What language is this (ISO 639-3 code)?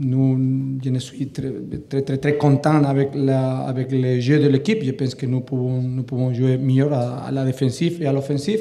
fra